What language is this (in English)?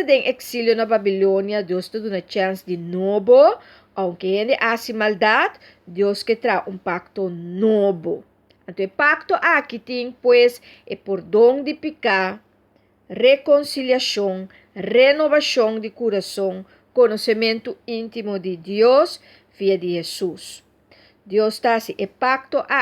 Papiamento